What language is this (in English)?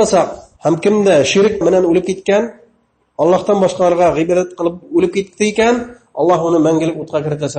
Bashkir